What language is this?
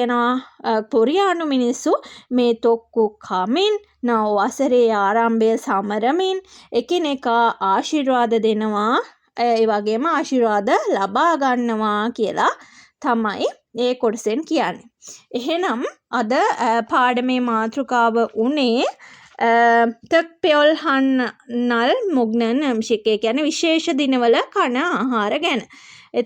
Sinhala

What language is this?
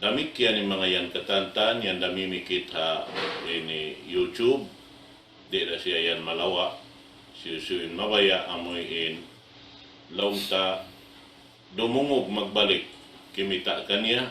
Tausug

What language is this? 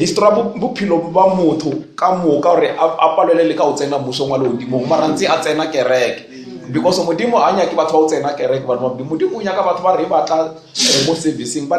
Northern Sotho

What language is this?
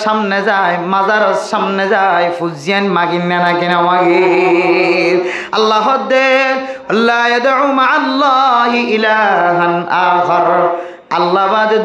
Rohingya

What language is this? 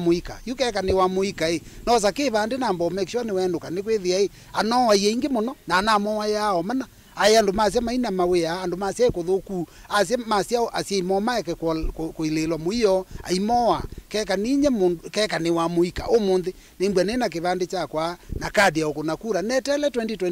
Kamba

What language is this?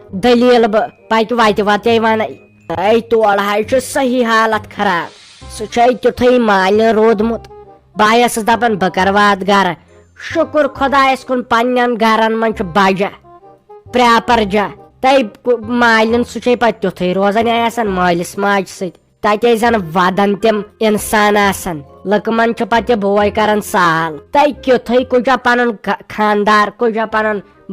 Kashmiri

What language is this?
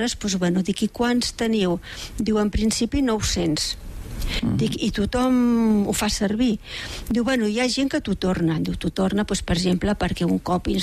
Catalan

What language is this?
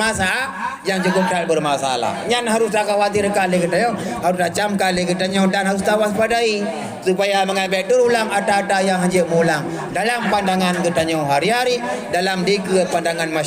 Achinese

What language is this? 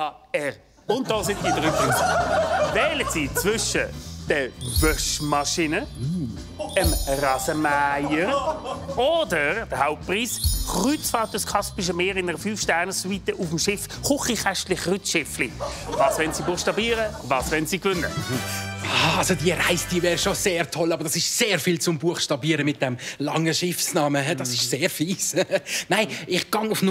Swiss German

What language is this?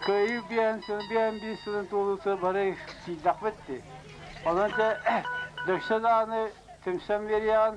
Yakut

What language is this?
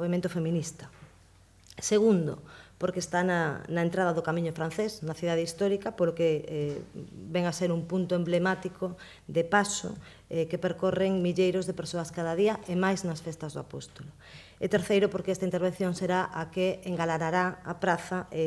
Galician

